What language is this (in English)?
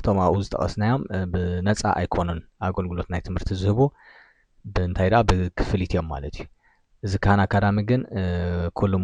Tigrinya